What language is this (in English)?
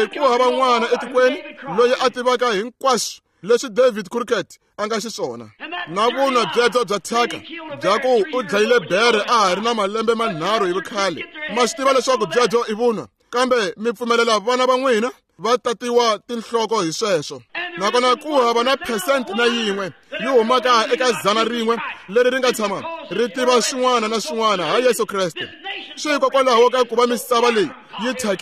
Tsonga